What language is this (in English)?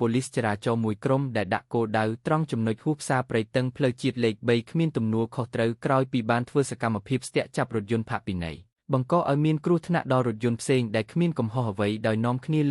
Khmer